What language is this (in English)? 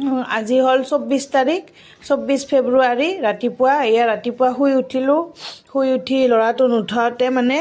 Assamese